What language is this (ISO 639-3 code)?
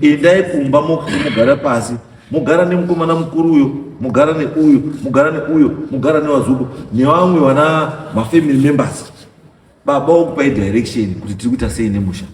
sna